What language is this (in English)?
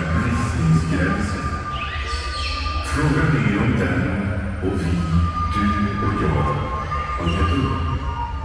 Swedish